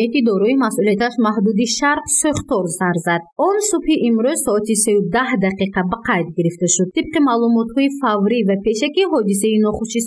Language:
Tajik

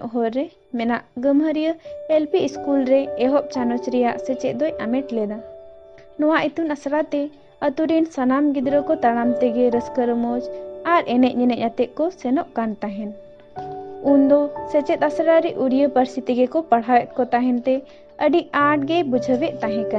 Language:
Santali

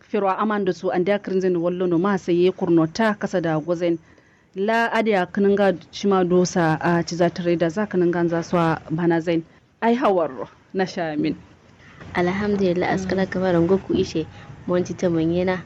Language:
Kanuri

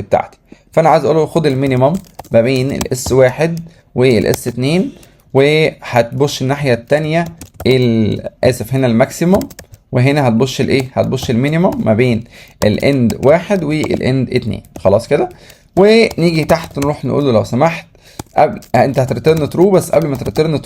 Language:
Egyptian Arabic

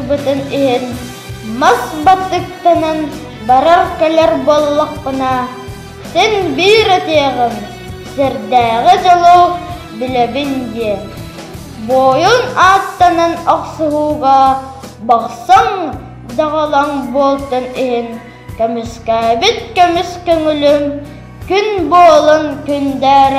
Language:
Yakut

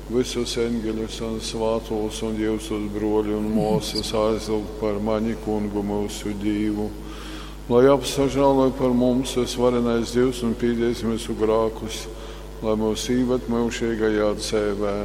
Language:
Latgalian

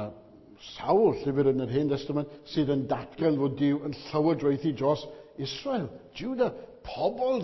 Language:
Welsh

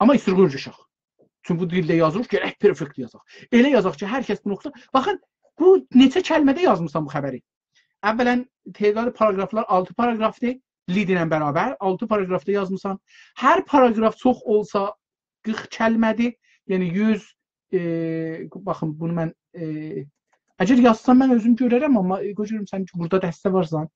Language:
South Azerbaijani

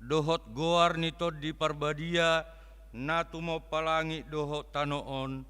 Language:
Batak Toba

